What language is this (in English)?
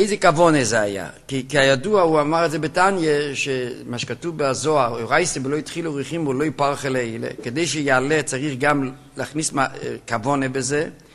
Hebrew